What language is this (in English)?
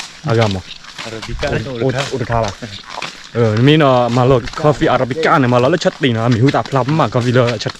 S'gaw Karen